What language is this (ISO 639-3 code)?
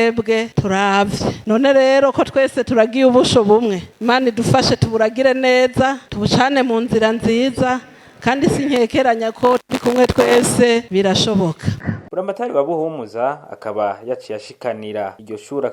run